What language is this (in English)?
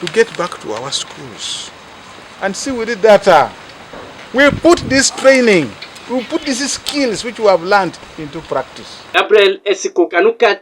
Teso